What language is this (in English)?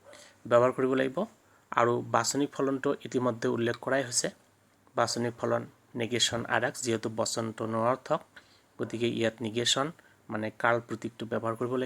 Assamese